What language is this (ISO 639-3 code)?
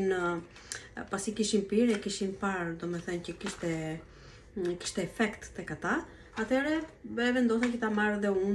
sqi